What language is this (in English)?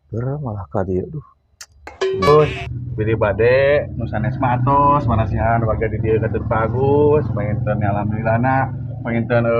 Sundanese